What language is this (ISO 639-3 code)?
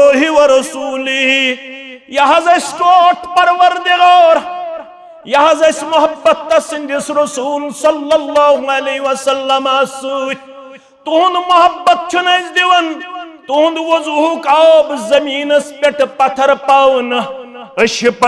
kas